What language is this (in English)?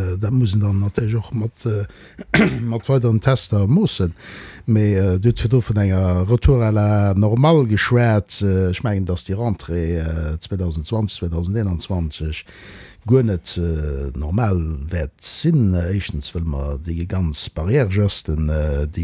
Luxembourgish